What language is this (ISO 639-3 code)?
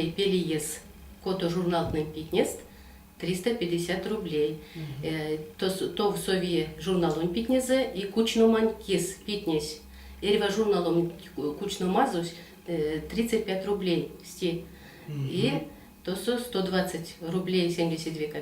myv